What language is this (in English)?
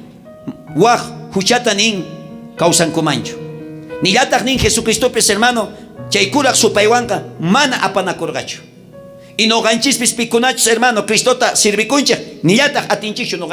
South Bolivian Quechua